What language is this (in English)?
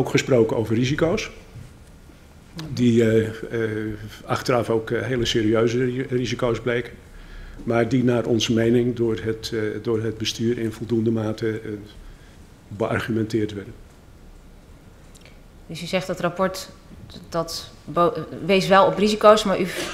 Dutch